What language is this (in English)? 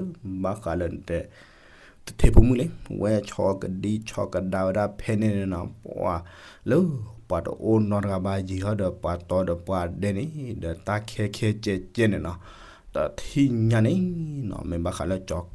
S'gaw Karen